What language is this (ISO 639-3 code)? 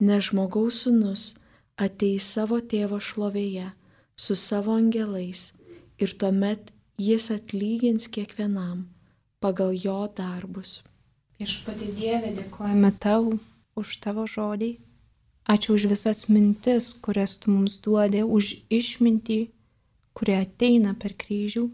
lit